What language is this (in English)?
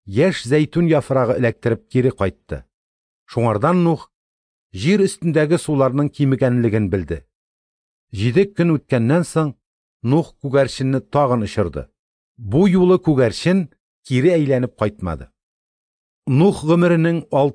Tatar